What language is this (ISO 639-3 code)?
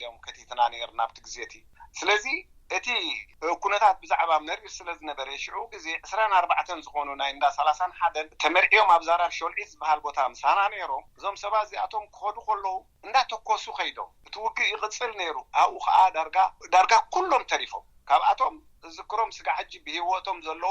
tir